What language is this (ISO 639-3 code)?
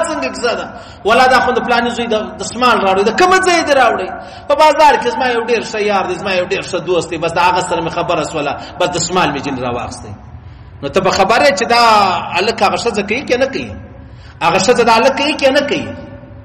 pus